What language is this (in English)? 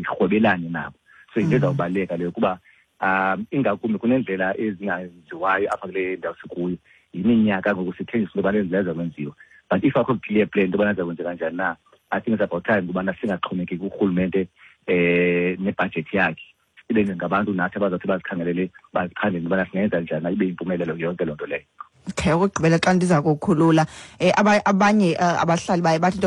Xhosa